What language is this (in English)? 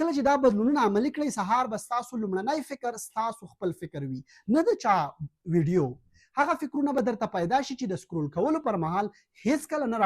Pashto